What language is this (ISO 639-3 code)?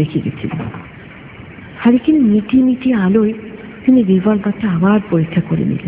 ben